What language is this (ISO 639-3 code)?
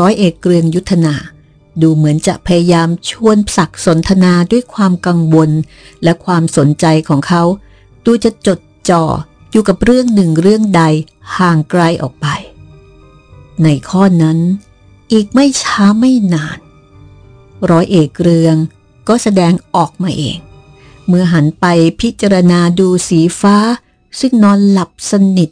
tha